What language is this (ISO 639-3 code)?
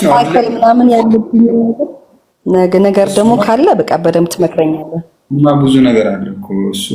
amh